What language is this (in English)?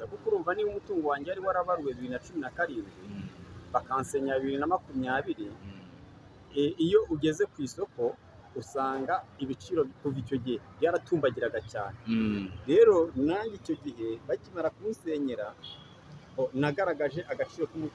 Kinyarwanda